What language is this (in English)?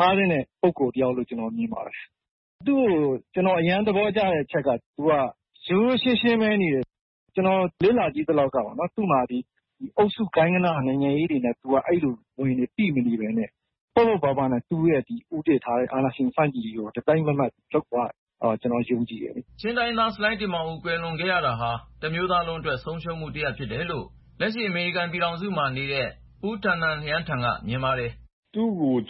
Burmese